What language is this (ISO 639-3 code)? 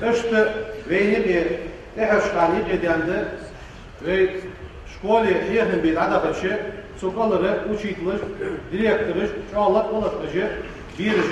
inh